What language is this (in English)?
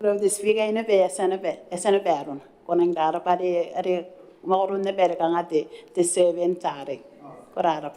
Gilbertese